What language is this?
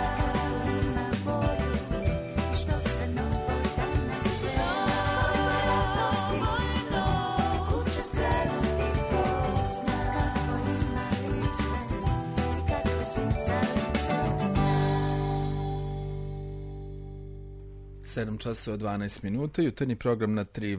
Serbian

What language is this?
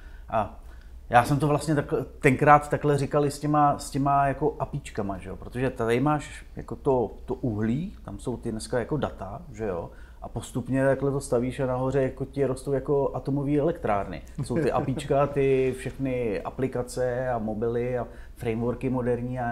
Czech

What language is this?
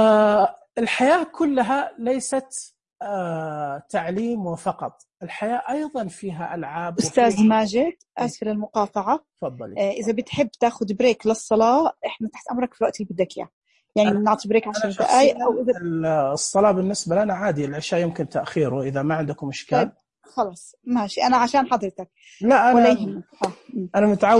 Najdi Arabic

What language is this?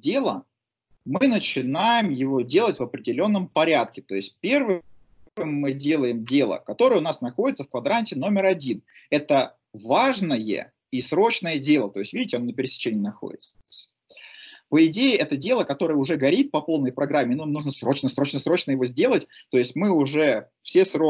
Russian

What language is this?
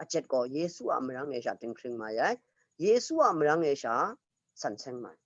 Kachin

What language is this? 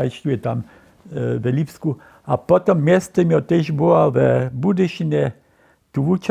Upper Sorbian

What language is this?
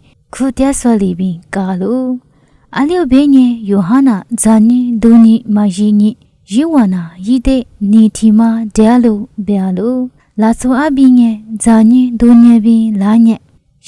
Lisu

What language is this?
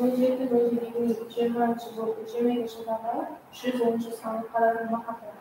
Kara-Kalpak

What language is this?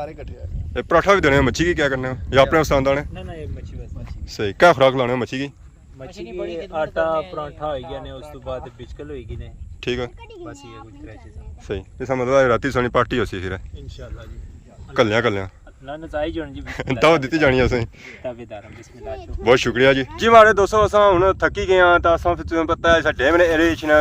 Pahari-Potwari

